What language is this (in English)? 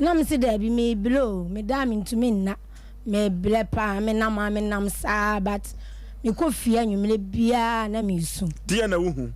Akan